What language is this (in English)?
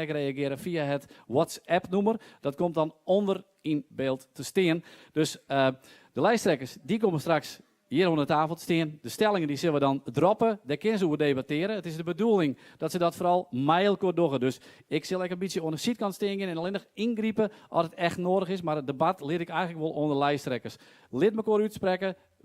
Western Frisian